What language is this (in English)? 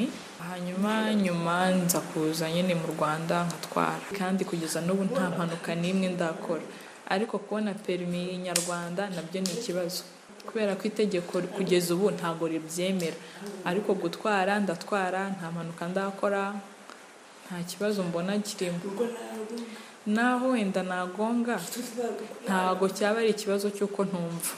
Kinyarwanda